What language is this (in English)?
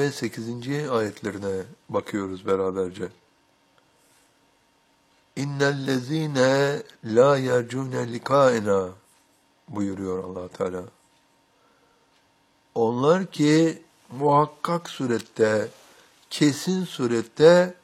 Turkish